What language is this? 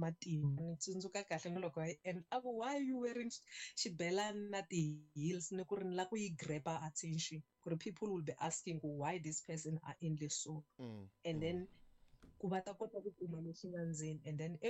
Tsonga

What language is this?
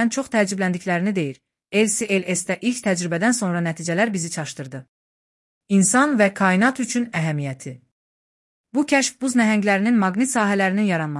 Azerbaijani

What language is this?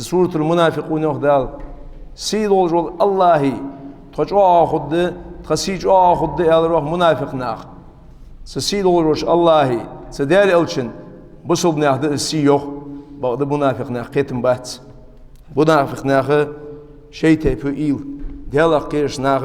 Ingush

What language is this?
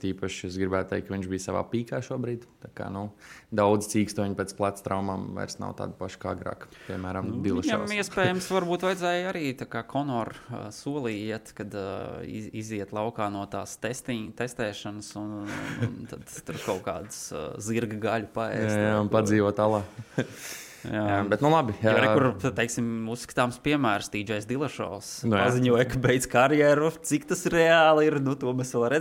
Latvian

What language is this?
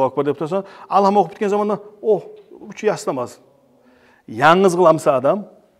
Kumyk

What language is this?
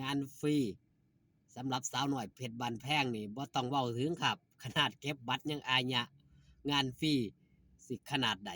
Lao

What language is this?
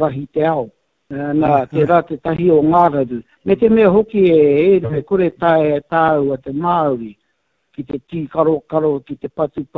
Māori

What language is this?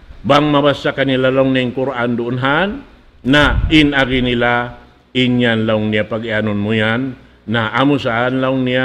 Tausug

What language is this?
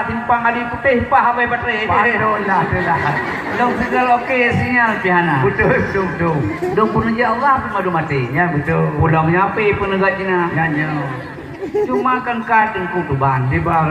Achinese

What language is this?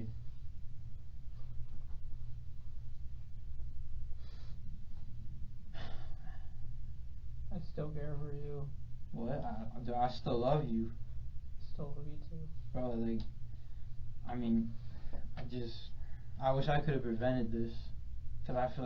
English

